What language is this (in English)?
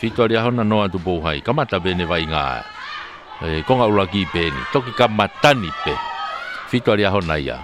Tongan